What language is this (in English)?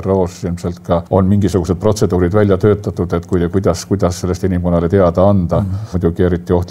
Estonian